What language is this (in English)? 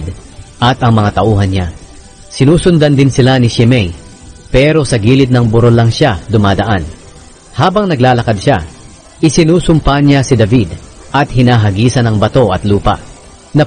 Filipino